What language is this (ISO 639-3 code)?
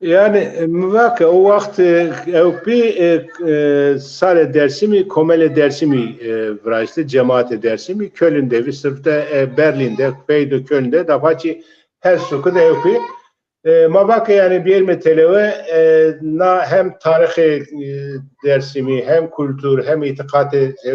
zza